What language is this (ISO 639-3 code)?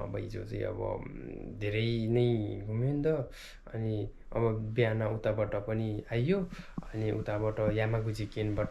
nep